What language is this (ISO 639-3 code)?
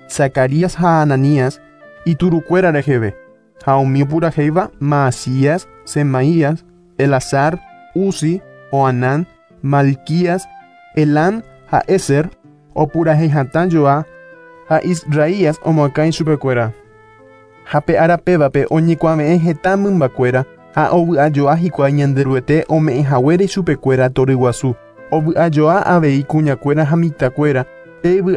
grn